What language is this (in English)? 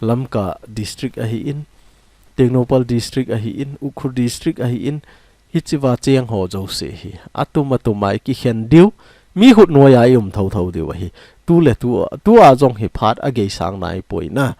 Thado Chin